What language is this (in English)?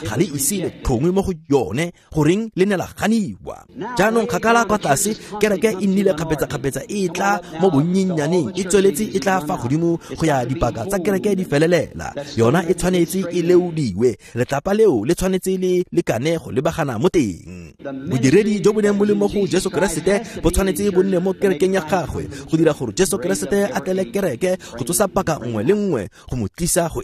Tswana